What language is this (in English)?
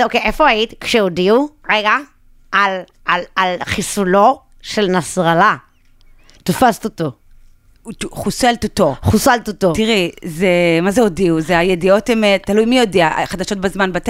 Hebrew